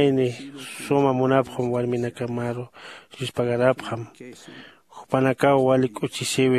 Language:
Aymara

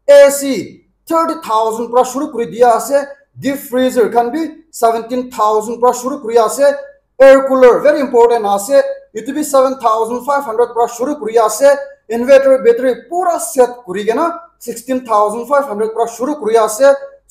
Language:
Naga Pidgin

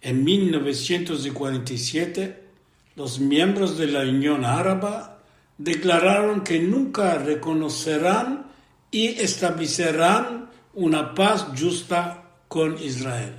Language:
Ladino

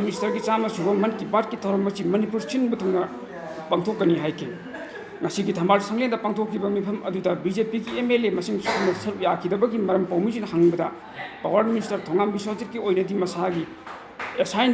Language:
Manipuri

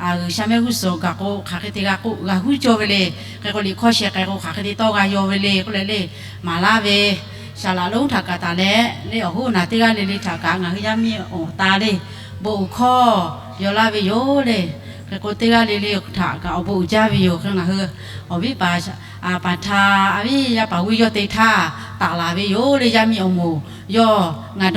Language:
Lahu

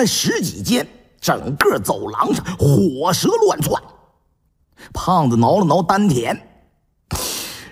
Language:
Chinese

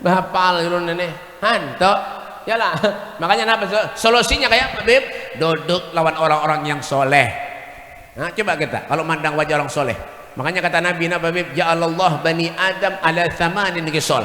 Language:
Banjar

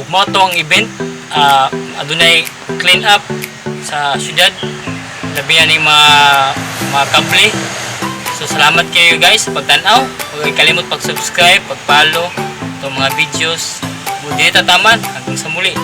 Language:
Cebuano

